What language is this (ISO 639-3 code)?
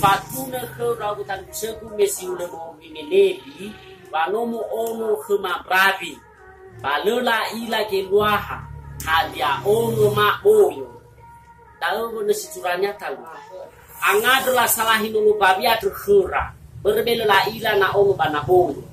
nia